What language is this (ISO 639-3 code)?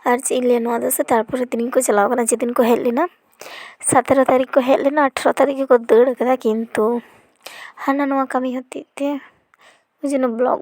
sat